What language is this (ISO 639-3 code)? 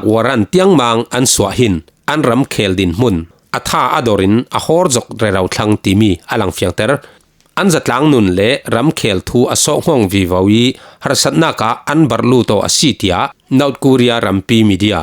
cfm